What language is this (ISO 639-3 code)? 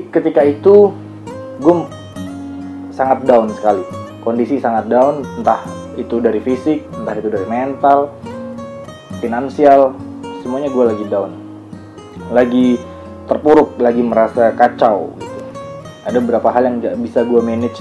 ind